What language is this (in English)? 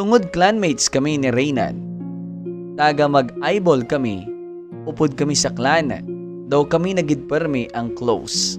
Hiligaynon